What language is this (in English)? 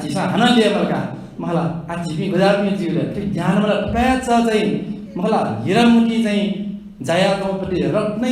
Newari